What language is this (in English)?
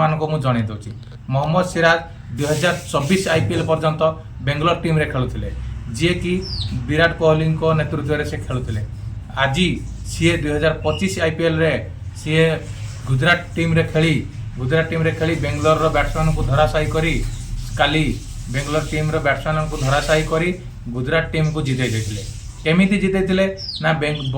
Odia